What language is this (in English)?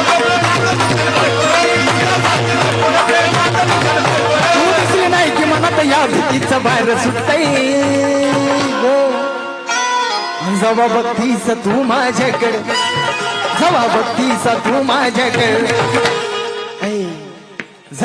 Marathi